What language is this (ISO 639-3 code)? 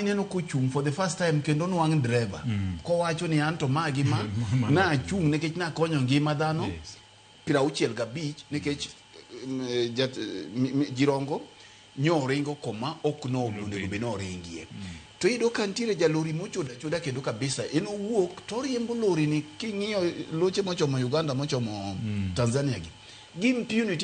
luo